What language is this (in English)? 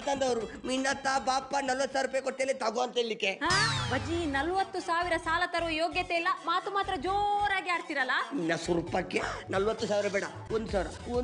Kannada